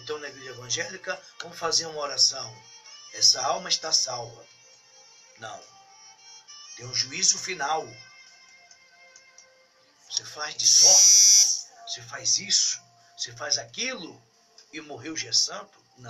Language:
Portuguese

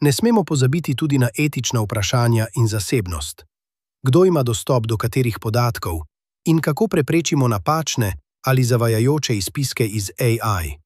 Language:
Slovenian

